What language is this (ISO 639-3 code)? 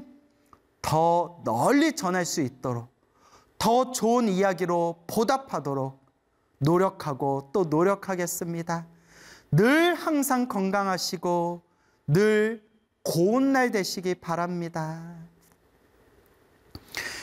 kor